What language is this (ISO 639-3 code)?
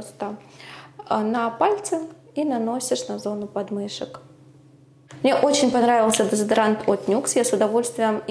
rus